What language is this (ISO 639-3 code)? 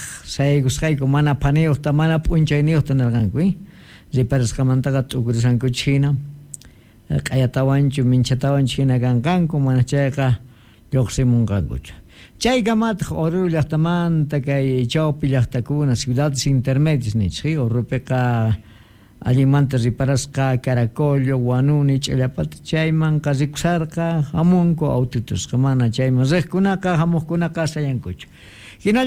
quh